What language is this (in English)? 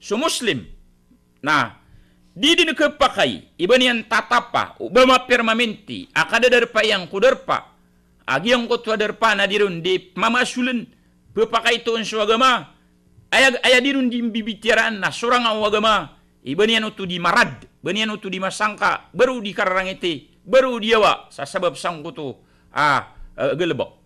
Maranao